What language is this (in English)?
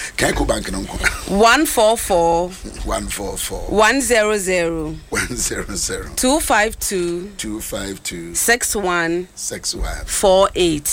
Akan